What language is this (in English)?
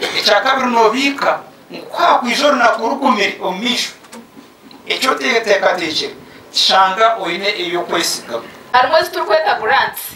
Nyankole